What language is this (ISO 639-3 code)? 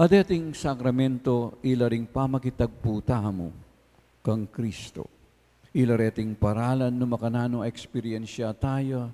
pam